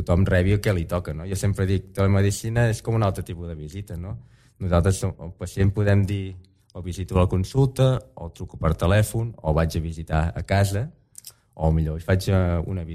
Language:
Catalan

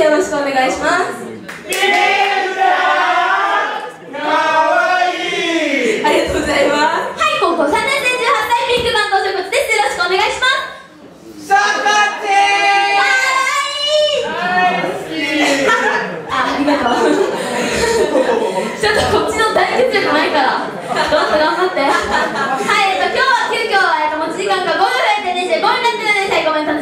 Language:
Japanese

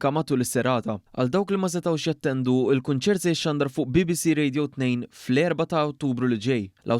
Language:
Maltese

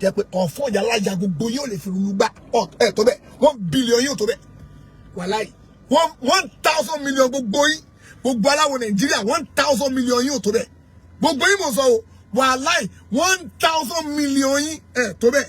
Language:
Yoruba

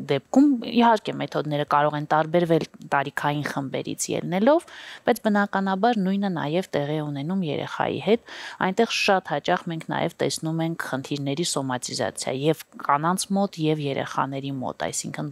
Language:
Armenian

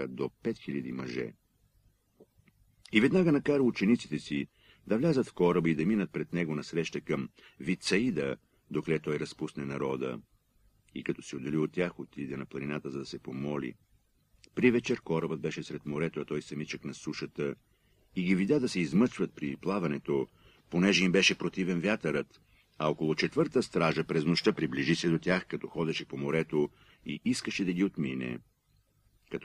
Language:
Bulgarian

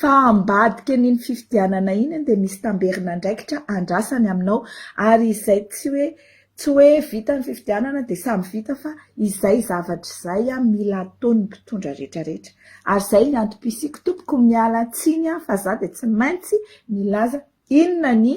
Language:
Malagasy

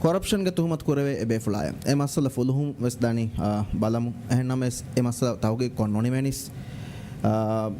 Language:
Divehi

